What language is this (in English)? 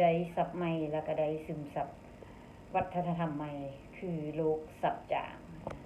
Lao